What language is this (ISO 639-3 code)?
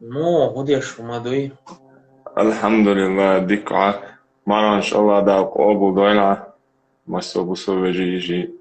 che